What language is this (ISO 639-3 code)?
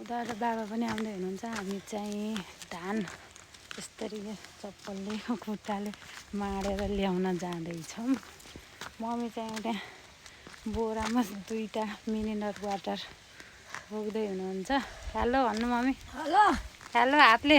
nep